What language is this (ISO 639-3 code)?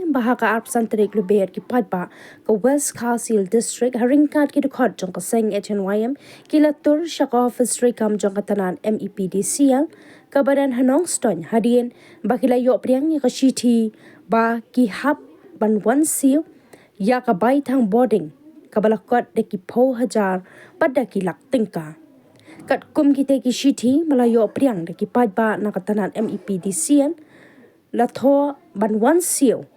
kha